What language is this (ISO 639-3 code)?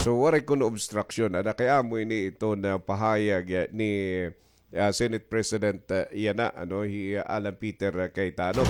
war